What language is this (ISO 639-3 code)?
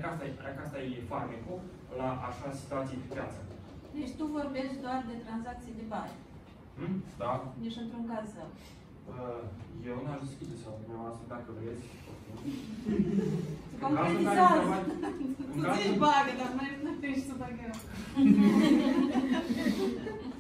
ron